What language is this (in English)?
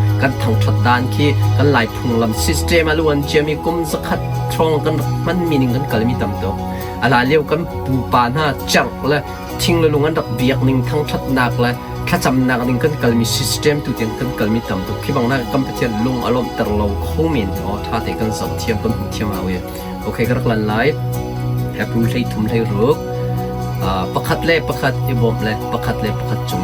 Hakha Chin